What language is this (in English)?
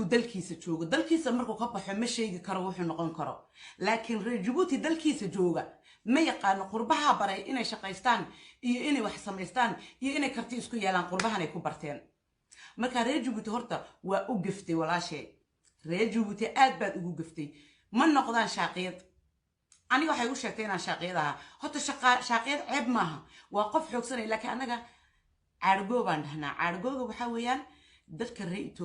Somali